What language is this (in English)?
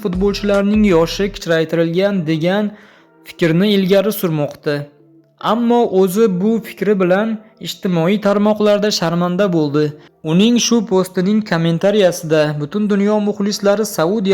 Uzbek